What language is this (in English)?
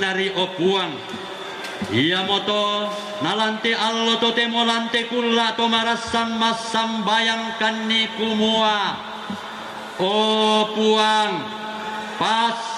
Toraja-Sa'dan